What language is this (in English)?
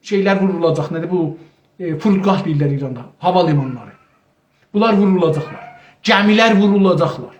South Azerbaijani